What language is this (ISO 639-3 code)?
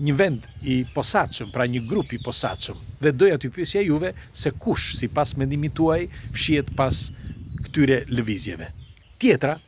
sqi